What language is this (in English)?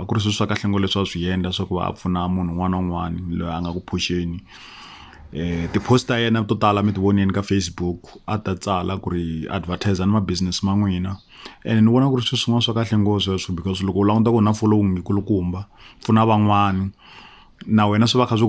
Tsonga